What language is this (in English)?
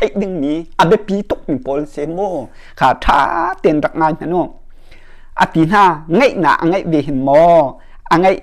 Hakha Chin